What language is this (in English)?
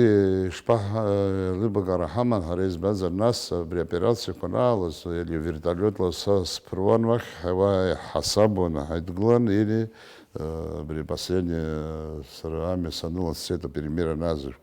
Abkhazian